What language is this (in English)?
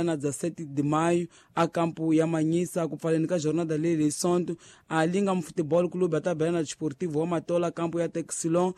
Tsonga